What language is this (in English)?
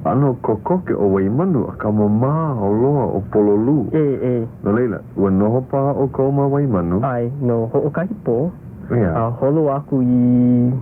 Hawaiian